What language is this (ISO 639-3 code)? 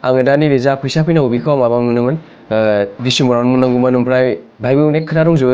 brx